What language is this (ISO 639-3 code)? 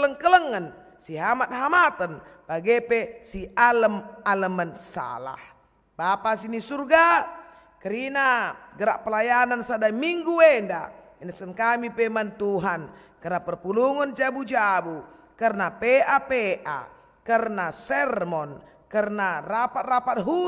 btx